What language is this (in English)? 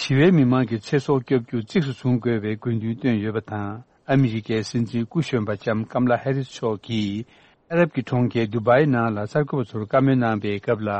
Tibetan